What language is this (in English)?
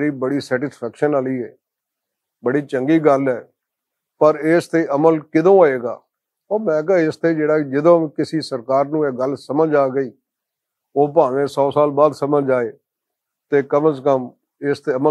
Western Panjabi